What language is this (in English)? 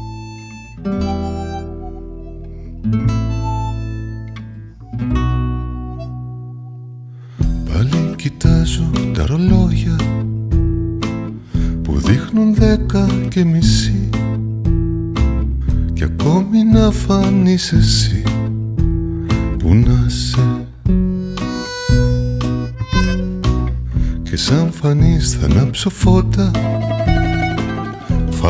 Greek